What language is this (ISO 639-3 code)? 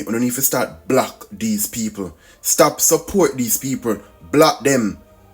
jam